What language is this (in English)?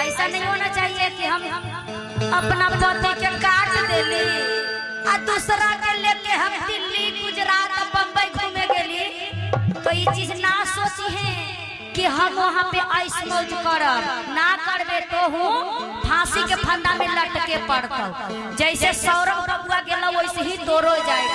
Magahi